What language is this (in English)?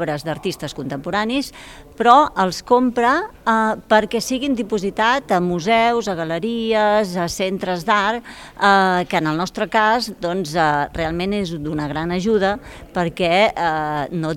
Catalan